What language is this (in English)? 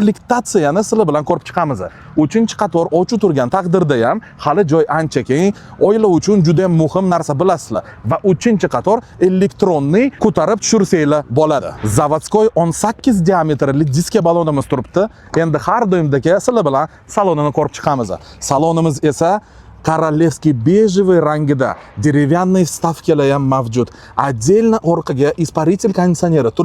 Uzbek